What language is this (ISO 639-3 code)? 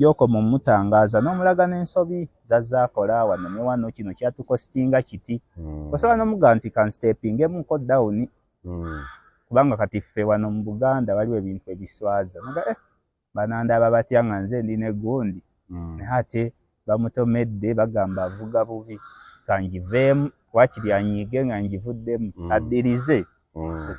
lug